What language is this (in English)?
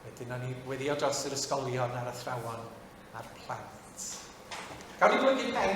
Welsh